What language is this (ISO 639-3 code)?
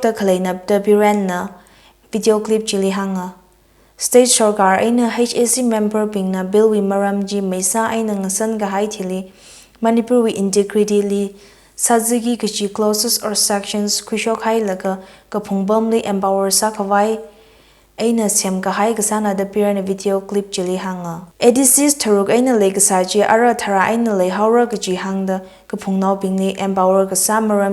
nmf